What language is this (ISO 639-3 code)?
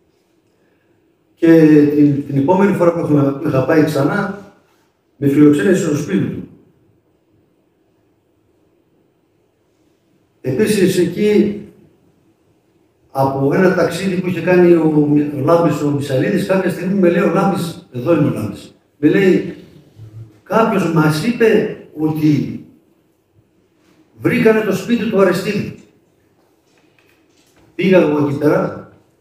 ell